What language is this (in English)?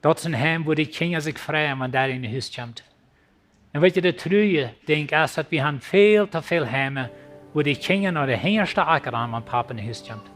Plautdietsch